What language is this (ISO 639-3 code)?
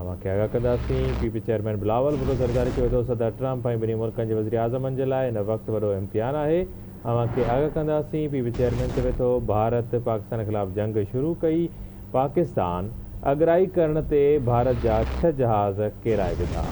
snd